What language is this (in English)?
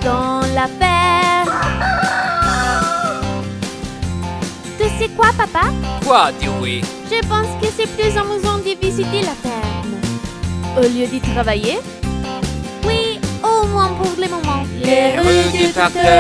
French